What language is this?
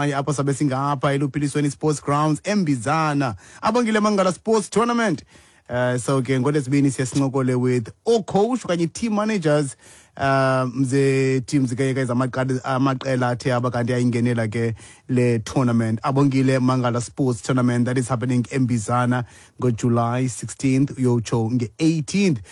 Xhosa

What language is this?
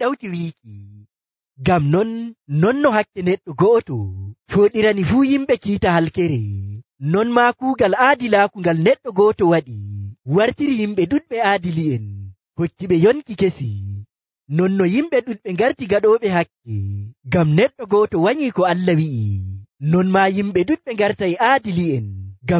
Nigerian Fulfulde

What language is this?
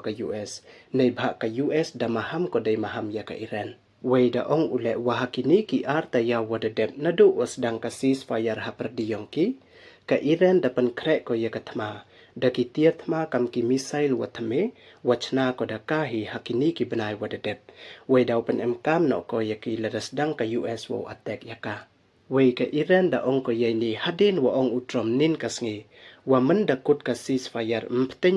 Pnar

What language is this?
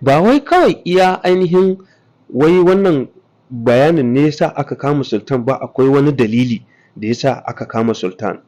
Hausa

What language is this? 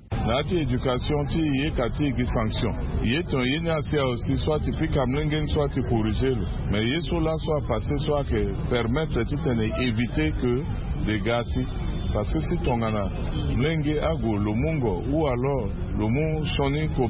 Sango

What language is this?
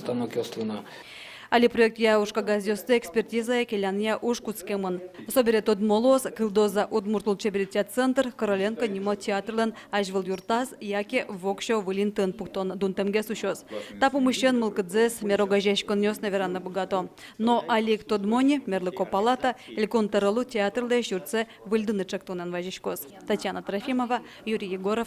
Udmurt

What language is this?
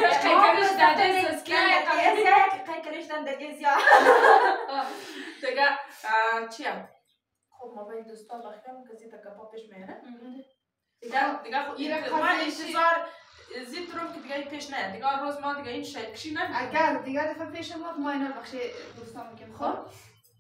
Persian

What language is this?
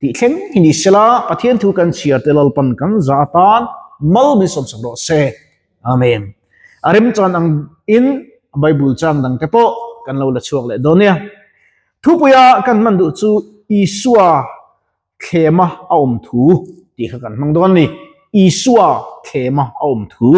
Mizo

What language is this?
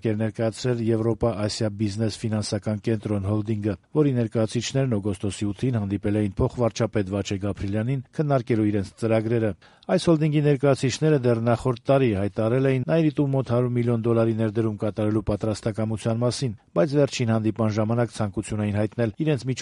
Armenian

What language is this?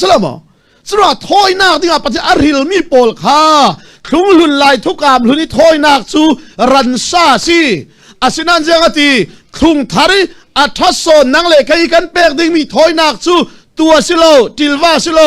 Falam Chin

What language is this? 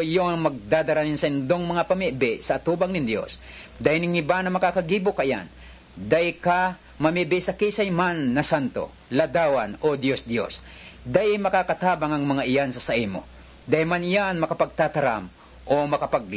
Bikol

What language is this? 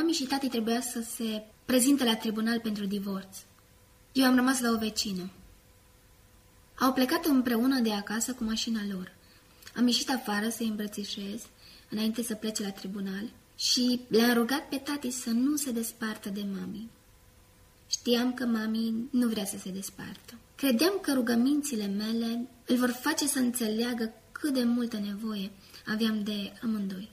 Romanian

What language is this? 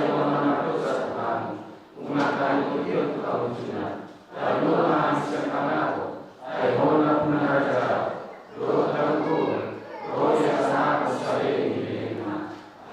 Batak Toba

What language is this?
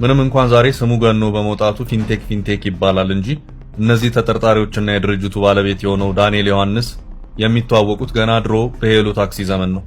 Amharic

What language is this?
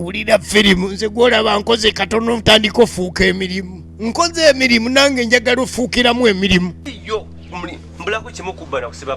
Ganda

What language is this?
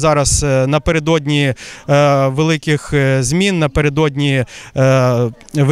Ukrainian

